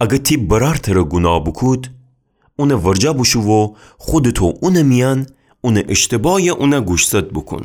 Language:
Gilaki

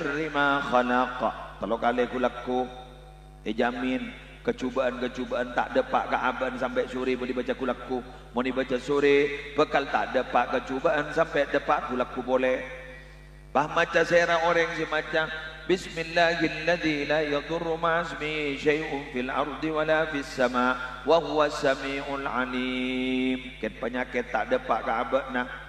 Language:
Madurese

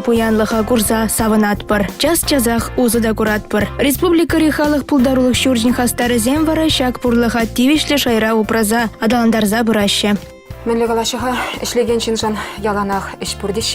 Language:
Chuvash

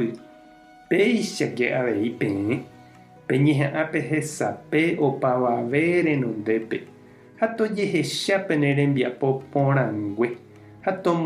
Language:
Guarani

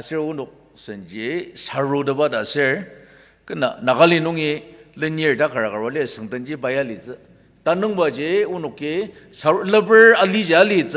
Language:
Ao Naga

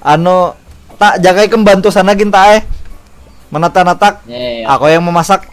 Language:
Banjar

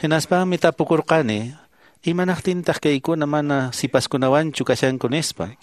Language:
Quechua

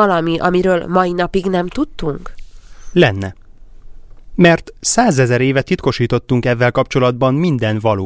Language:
Hungarian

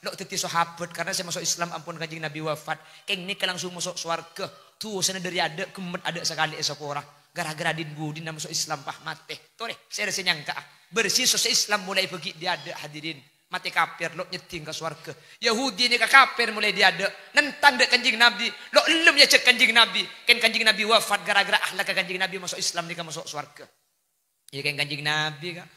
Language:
Madurese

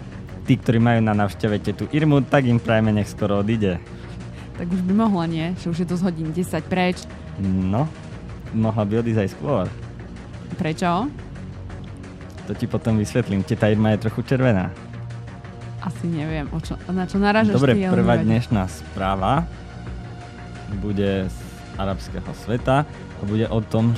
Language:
Slovak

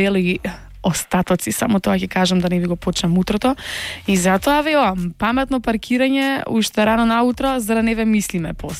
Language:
Macedonian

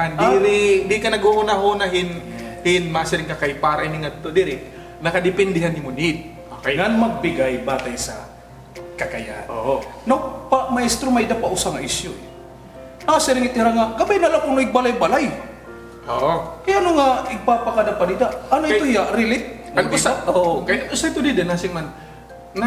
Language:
Waray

